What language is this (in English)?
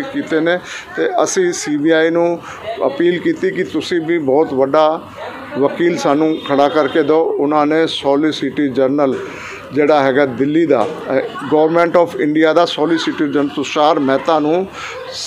Punjabi